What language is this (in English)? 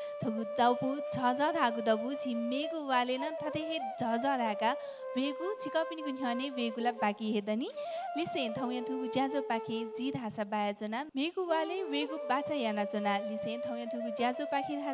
Newari